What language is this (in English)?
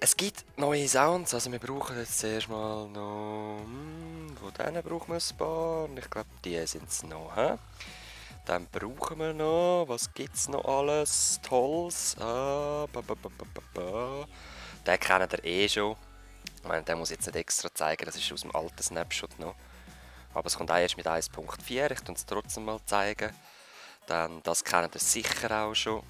Swiss German